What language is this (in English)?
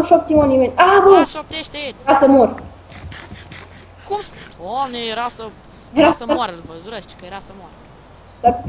Romanian